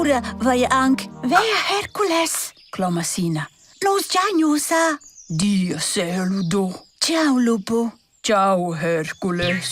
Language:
Romansh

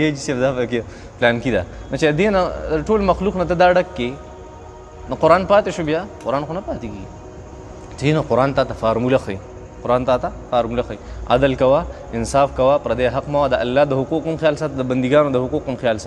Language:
Pashto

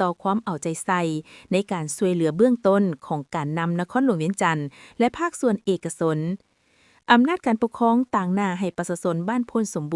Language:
Lao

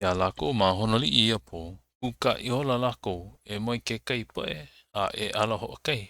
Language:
Hawaiian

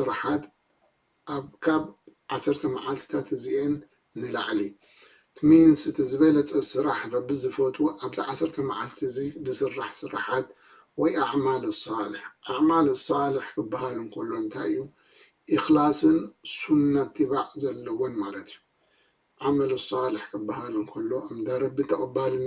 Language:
Tigrinya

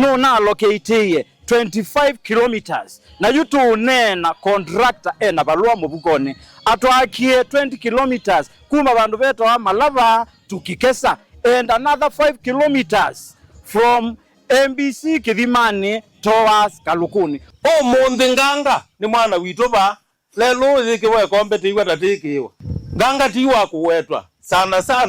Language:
Kamba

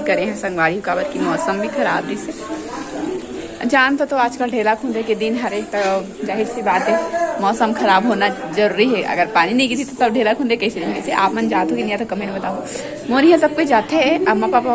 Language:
Chhattisgarhi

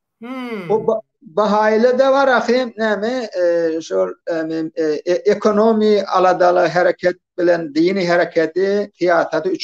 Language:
Turkmen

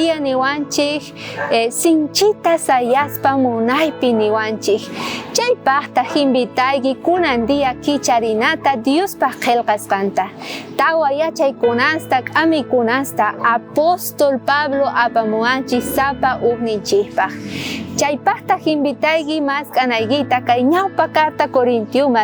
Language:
South Bolivian Quechua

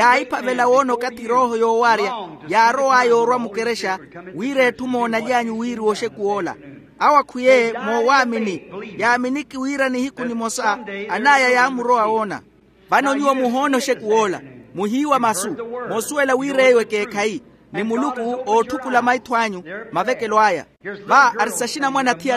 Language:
Makhuwa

